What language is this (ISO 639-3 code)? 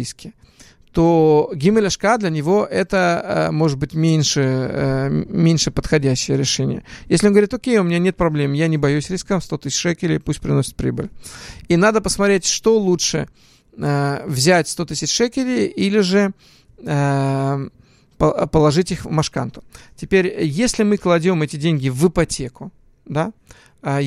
rus